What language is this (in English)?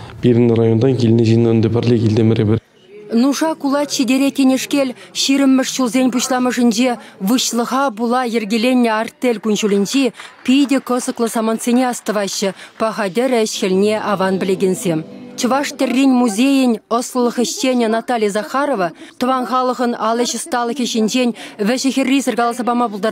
Chuvash